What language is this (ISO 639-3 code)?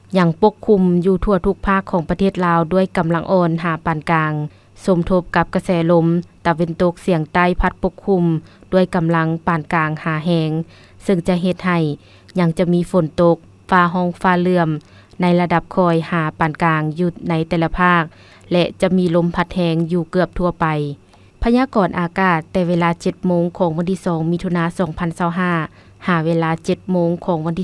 lao